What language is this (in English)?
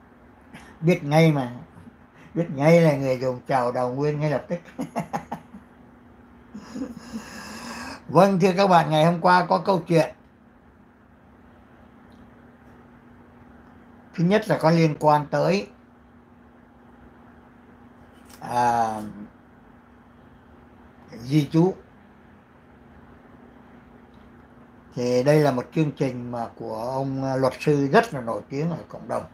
Vietnamese